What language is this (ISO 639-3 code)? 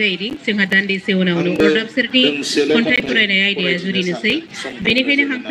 brx